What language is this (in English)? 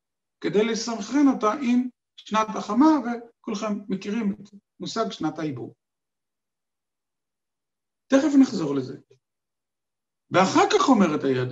Hebrew